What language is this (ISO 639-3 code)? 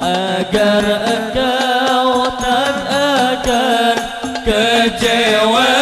bjn